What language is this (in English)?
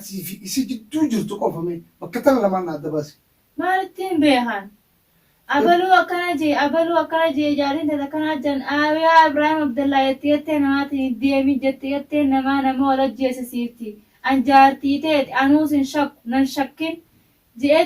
Oromo